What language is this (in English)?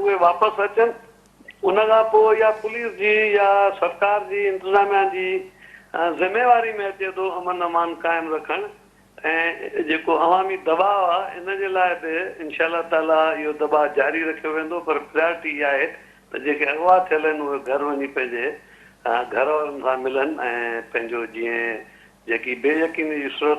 Sindhi